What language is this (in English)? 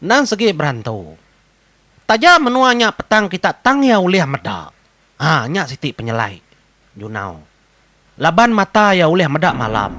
Iban